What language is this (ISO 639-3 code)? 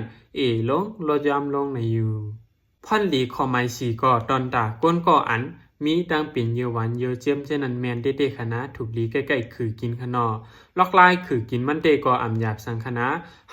shn